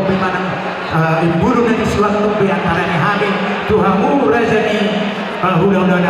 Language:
Batak Toba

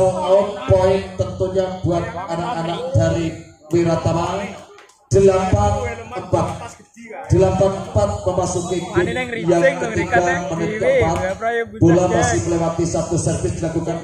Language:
Indonesian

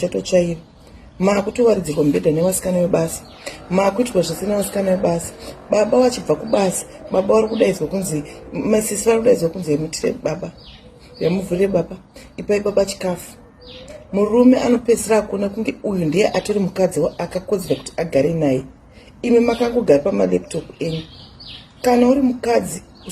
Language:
Shona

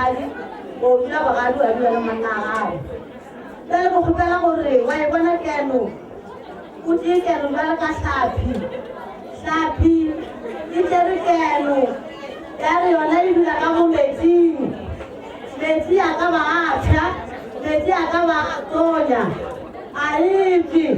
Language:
Northern Sotho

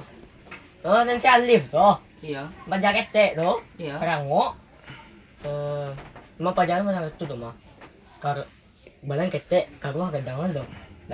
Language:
Minangkabau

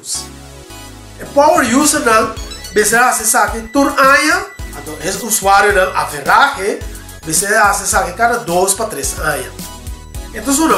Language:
Papiamento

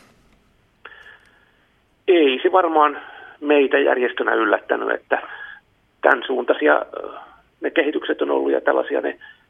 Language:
Finnish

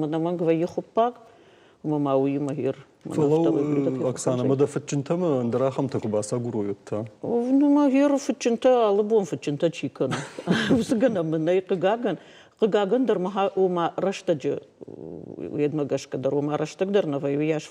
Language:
Ossetic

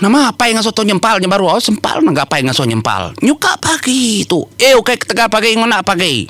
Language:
Iban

